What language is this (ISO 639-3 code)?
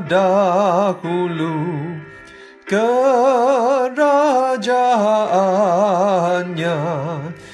msa